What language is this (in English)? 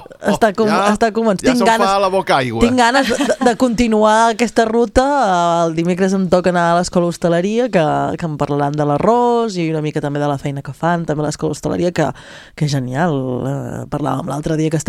Catalan